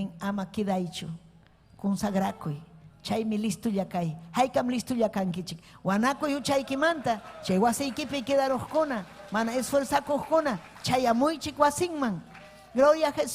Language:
Ayacucho Quechua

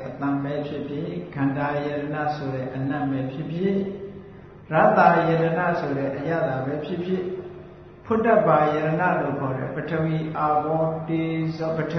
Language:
Burmese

